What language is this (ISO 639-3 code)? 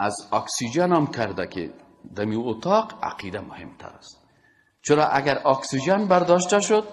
fas